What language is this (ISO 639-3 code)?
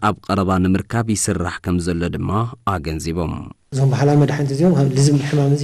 tir